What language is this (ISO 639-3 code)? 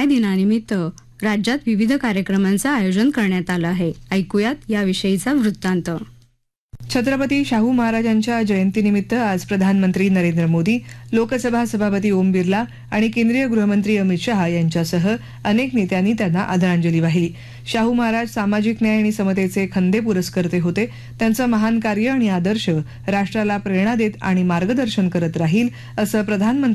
mar